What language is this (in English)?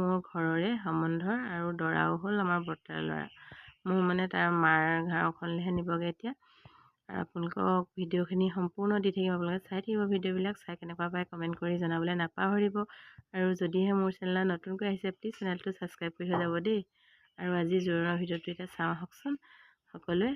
Assamese